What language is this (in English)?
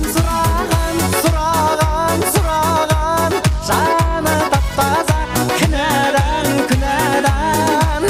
Kara-Kalpak